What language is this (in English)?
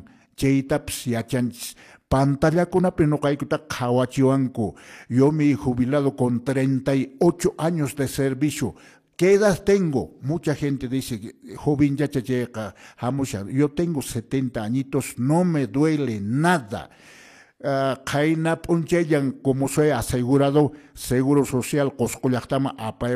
Quechua